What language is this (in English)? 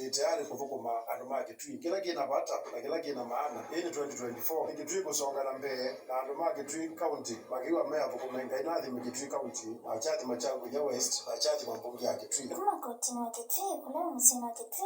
Kamba